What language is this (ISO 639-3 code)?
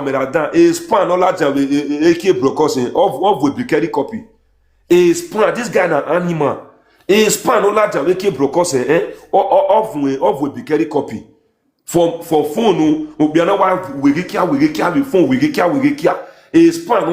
pcm